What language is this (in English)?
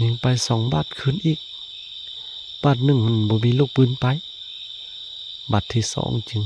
Lao